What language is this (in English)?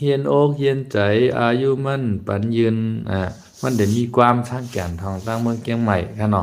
Shan